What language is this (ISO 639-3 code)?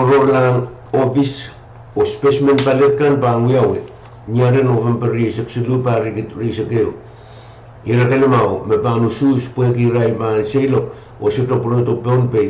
pon